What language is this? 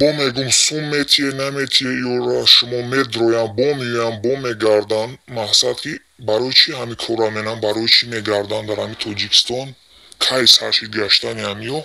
Tajik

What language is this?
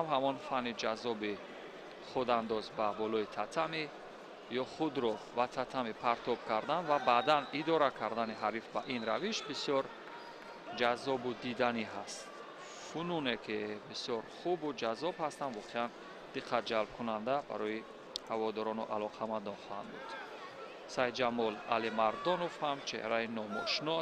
Tajik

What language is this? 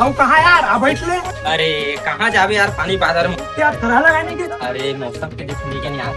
Chhattisgarhi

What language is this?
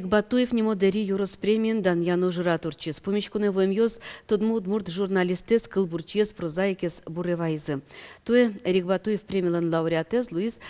Udmurt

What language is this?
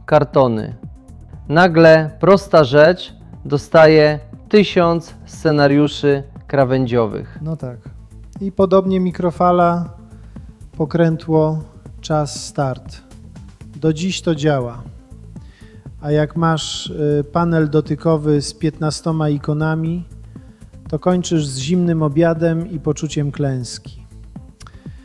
Polish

